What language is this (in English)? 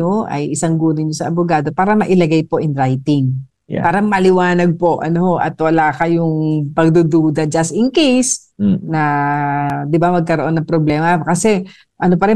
Filipino